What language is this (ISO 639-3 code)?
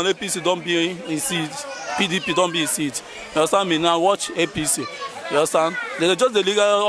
pcm